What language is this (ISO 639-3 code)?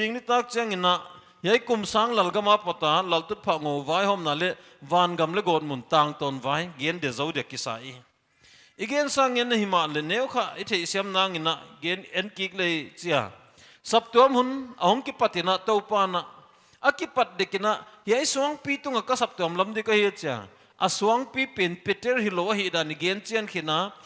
pck